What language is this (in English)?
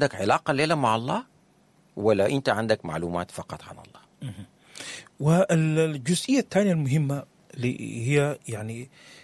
Sudanese Arabic